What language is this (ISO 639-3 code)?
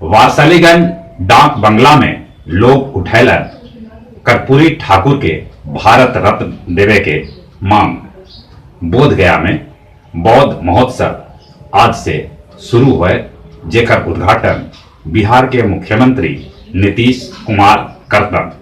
mag